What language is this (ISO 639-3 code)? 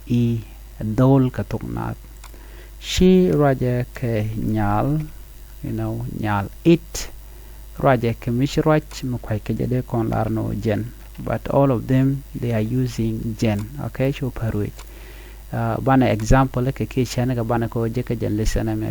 nus